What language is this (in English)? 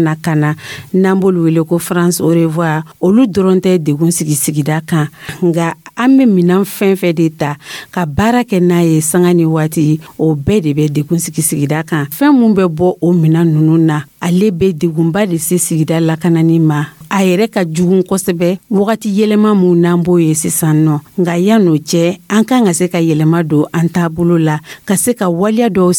Dyula